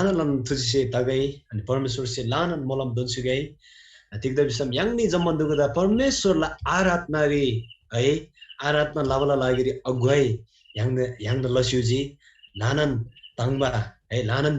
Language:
Eastern Tamang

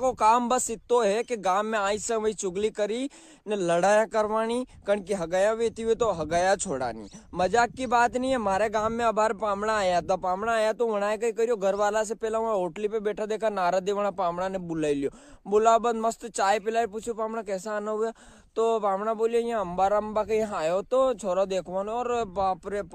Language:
Rajasthani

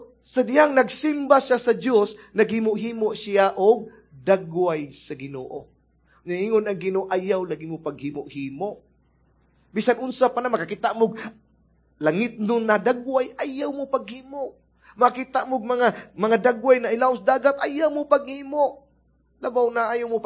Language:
Cebuano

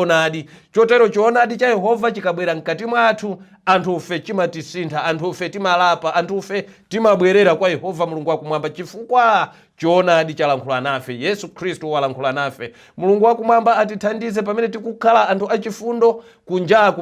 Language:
Nyanja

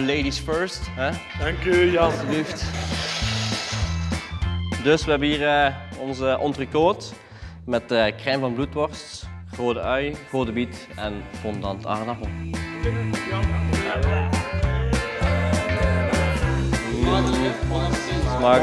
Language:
Dutch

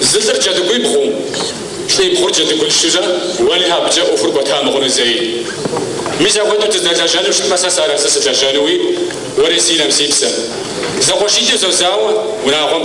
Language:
Kabardian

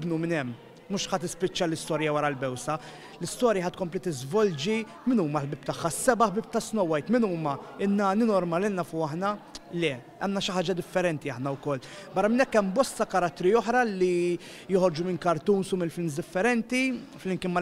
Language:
Maltese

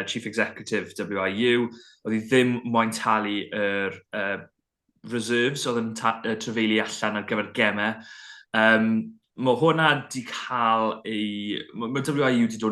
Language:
Welsh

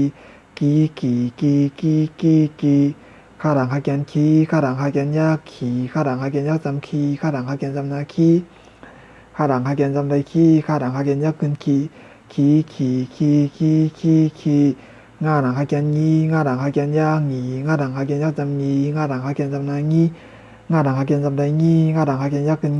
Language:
Shan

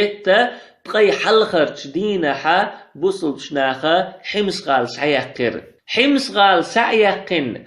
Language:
Chechen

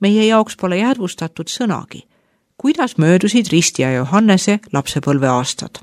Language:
Estonian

